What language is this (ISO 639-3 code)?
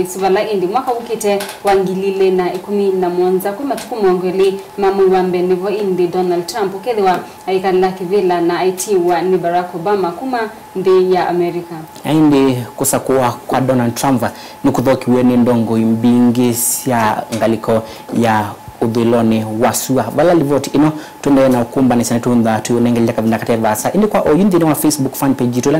kam